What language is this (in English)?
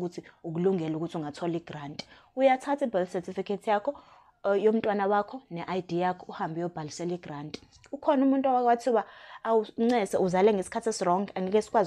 Zulu